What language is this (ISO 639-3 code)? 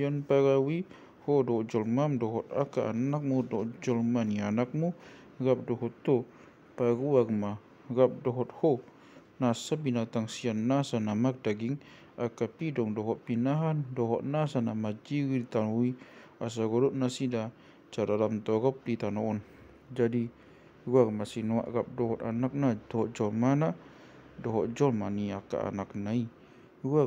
bbc